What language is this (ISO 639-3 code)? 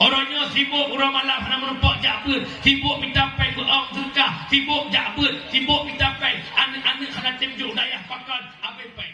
ace